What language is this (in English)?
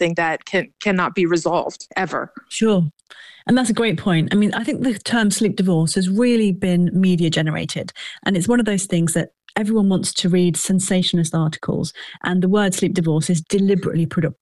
English